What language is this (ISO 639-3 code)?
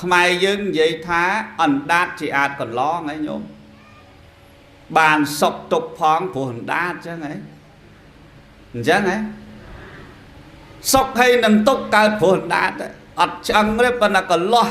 khm